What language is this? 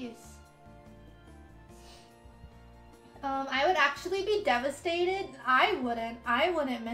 English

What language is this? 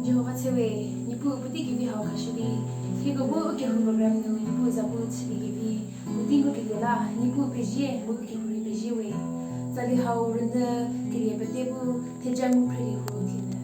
Angami Naga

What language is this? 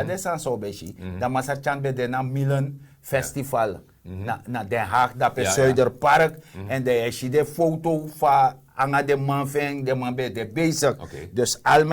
Sranan Tongo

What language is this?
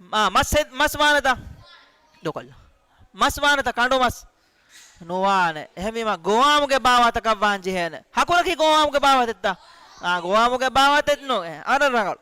Divehi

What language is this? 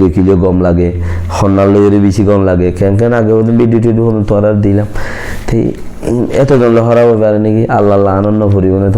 Rohingya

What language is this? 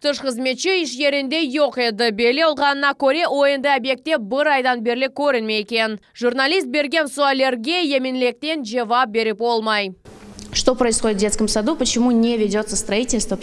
Crimean Tatar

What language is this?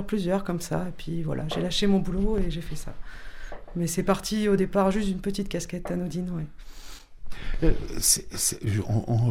French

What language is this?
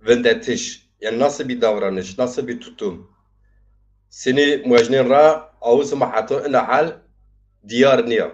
Zaza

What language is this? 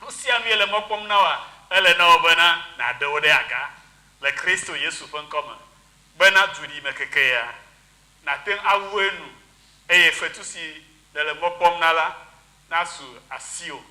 Ewe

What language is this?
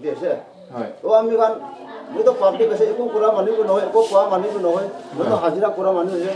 Naga Pidgin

